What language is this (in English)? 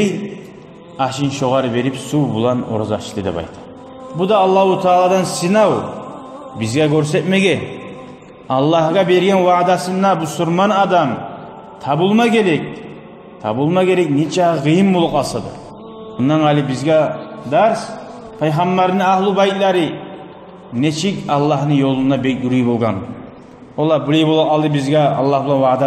Kumyk